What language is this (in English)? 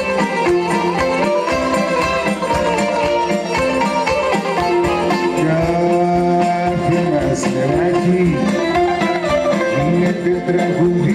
Greek